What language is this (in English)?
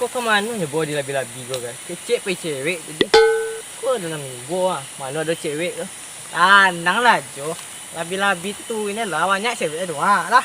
Minangkabau